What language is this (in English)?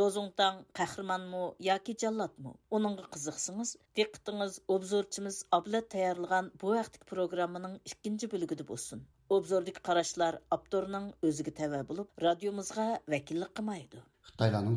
Uyghur